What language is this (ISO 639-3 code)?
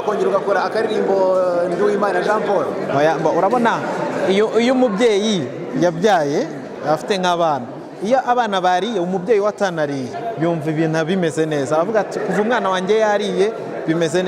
kin